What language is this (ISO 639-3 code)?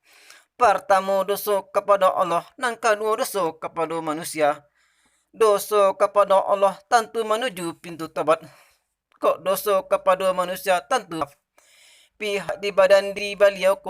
min